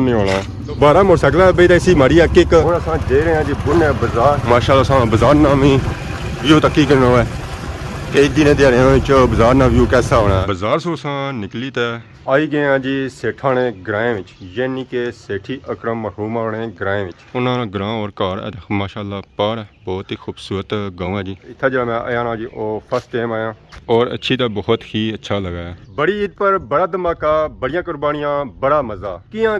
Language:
Pahari-Potwari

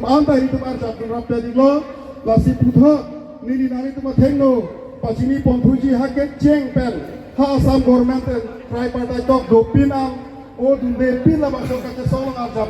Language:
Karbi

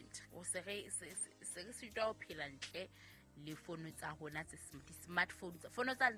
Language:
Southern Sotho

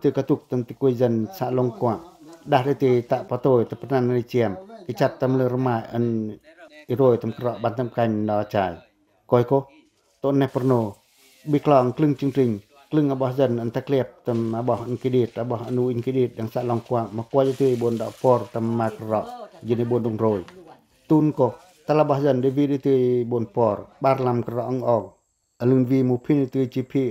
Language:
Pacoh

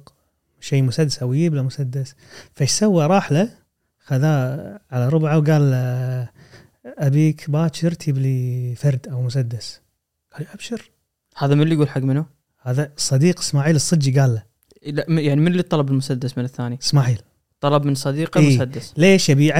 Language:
Gulf Arabic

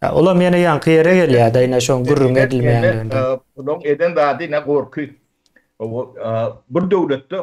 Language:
Turkmen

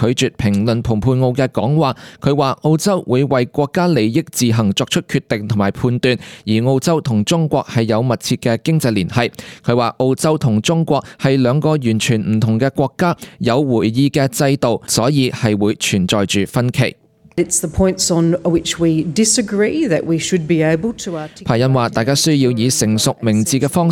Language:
Cantonese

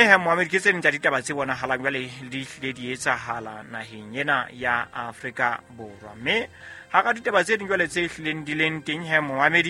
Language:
Southern Sotho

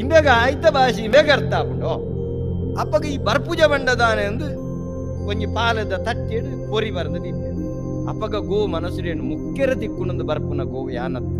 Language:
Tulu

